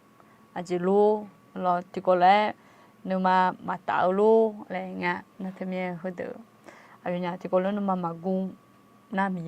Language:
Akha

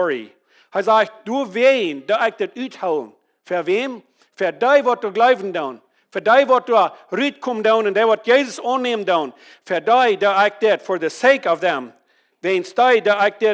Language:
Plautdietsch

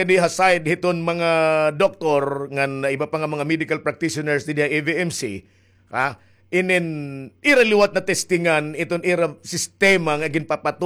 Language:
Waray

